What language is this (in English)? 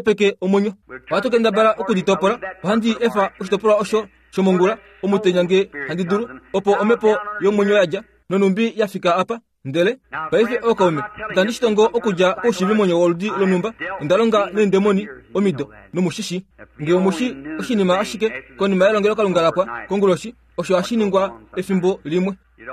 Kuanyama